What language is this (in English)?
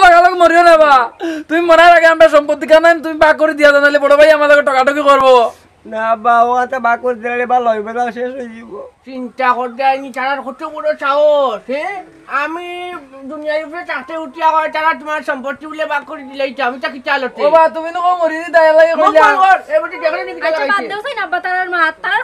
Sylheti